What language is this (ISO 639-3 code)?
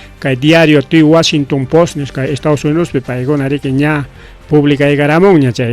quy